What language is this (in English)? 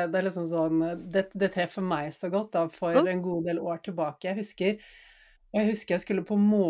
Norwegian